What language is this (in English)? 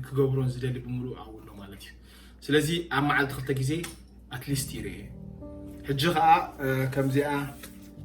Tigrinya